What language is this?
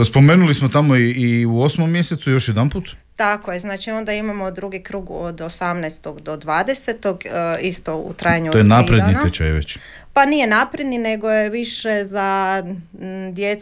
Croatian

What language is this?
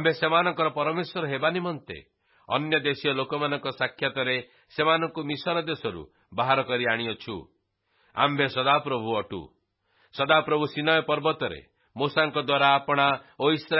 Odia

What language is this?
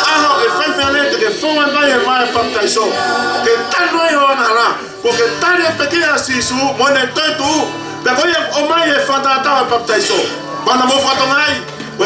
Tongan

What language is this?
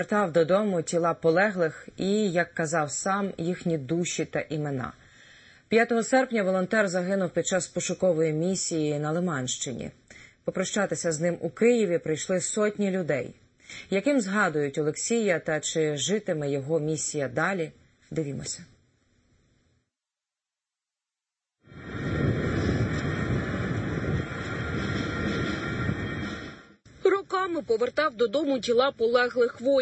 Ukrainian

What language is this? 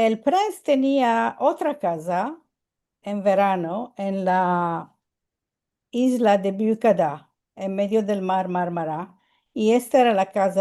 Ladino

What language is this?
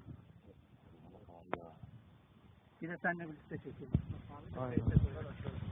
Turkish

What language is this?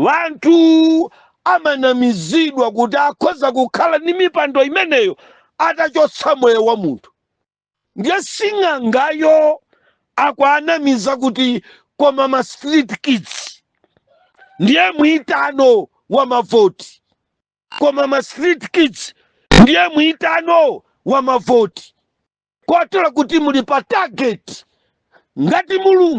Nyanja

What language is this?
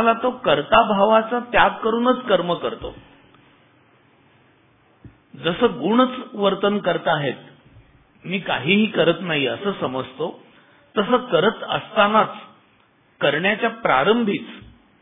Marathi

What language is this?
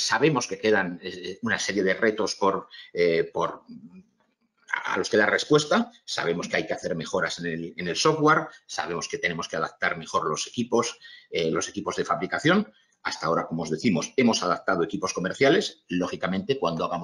Spanish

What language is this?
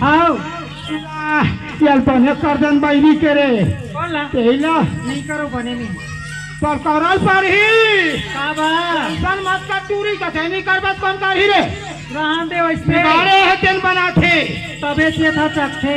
Chhattisgarhi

